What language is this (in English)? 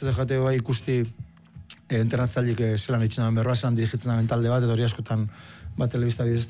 Basque